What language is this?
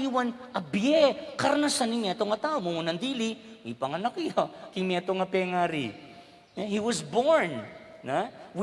Pampanga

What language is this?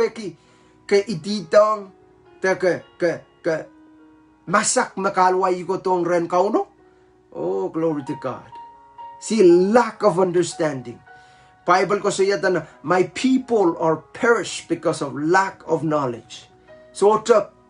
Pohnpeian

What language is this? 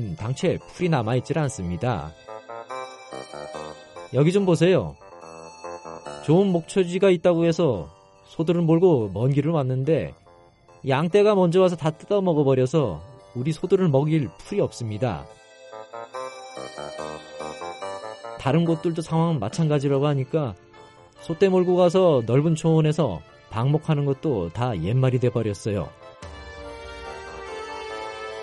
Korean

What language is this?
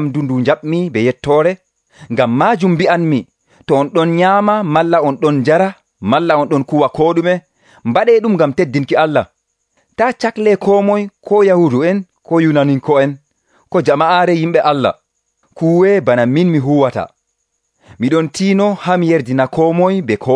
Nigerian Fulfulde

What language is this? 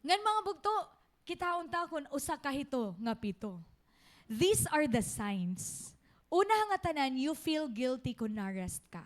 Waray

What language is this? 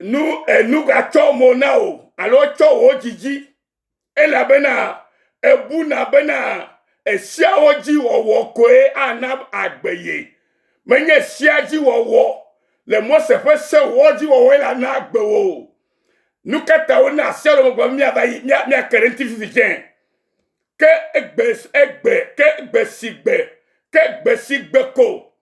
Ewe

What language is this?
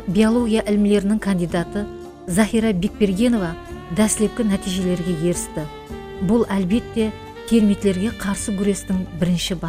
Kara-Kalpak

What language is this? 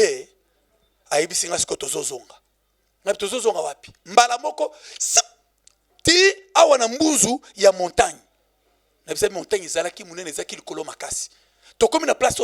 Lingala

